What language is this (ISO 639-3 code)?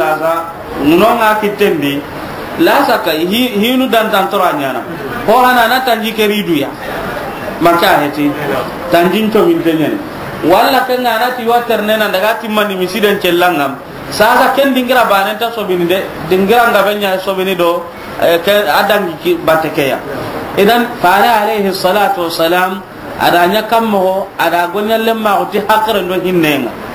snk